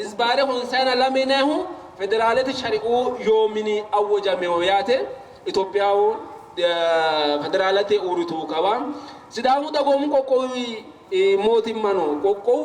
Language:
Sidamo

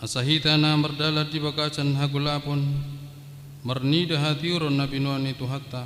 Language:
Batak Toba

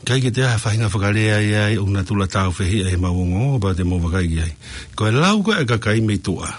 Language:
Tongan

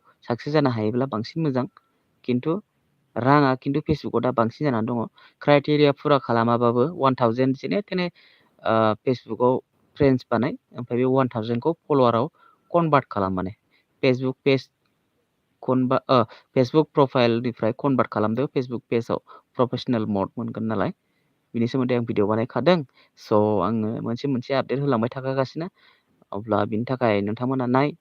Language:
Bodo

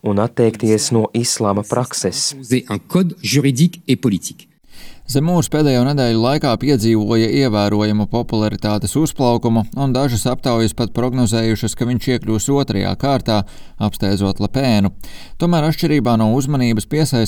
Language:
Latvian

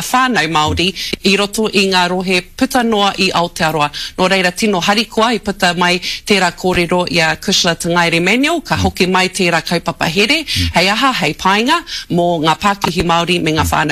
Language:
Māori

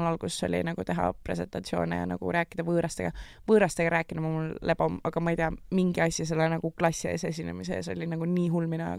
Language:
Estonian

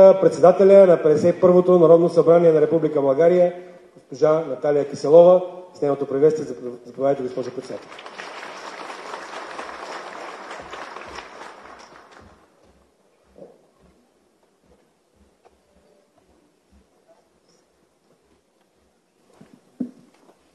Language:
Bulgarian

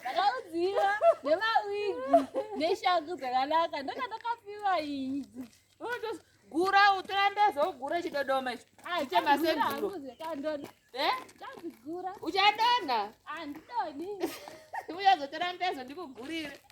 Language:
Shona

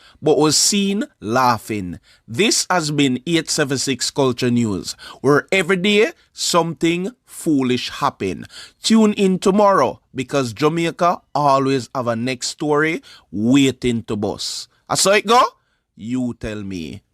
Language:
Jamaican Creole English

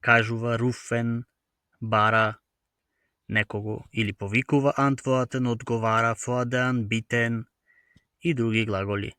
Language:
Macedonian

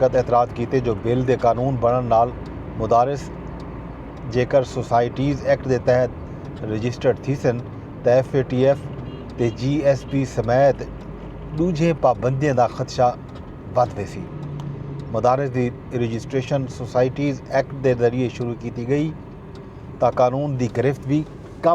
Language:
Saraiki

